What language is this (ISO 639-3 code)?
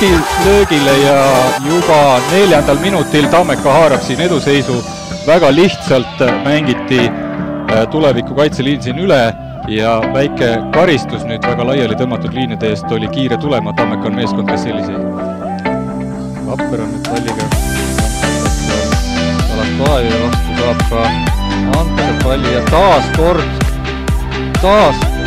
est